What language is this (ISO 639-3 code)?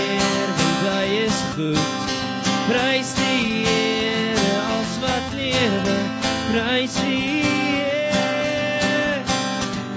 afr